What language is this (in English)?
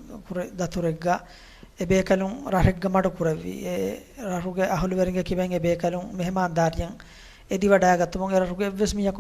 Divehi